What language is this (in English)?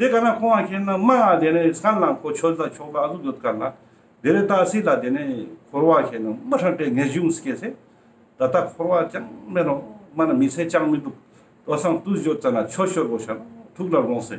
Ladakhi